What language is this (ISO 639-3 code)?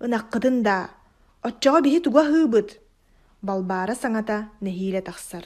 sah